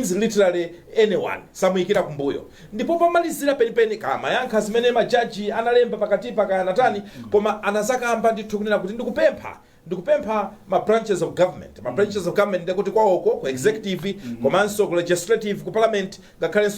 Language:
Nyanja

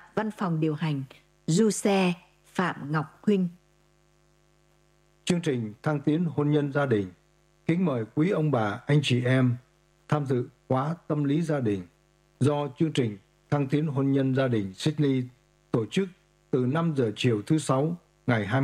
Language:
Vietnamese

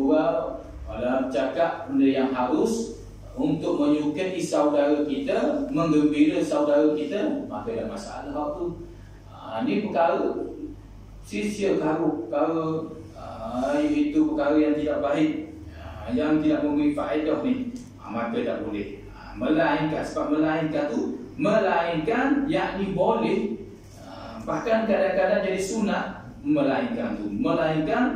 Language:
Malay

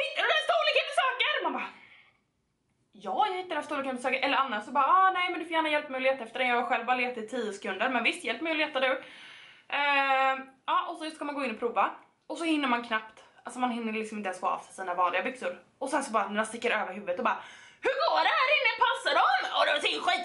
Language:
Swedish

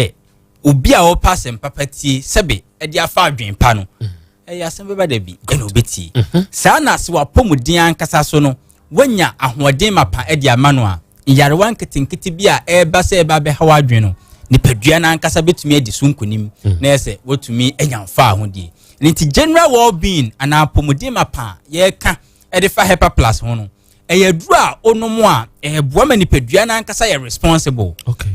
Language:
Akan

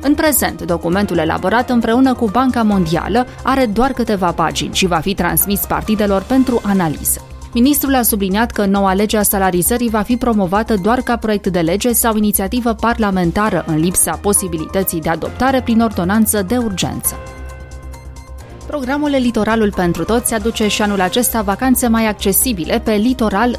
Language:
Romanian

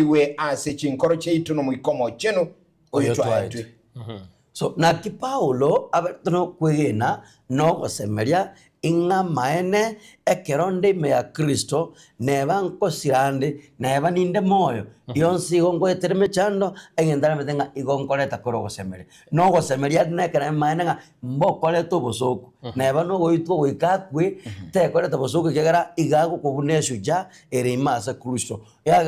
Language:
Gusii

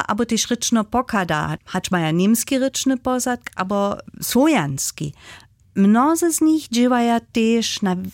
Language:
Upper Sorbian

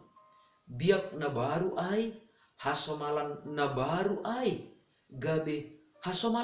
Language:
Batak Simalungun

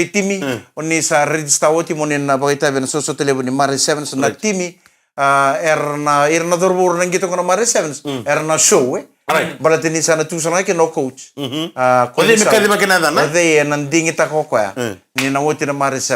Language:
Fijian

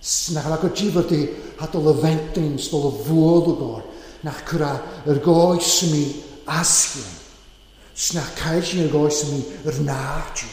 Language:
Welsh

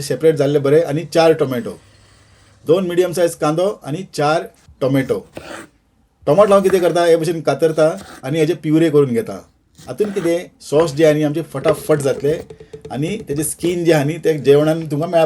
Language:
Konkani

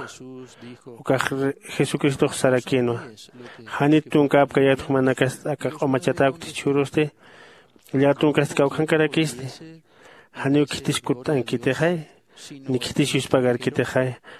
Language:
Aymara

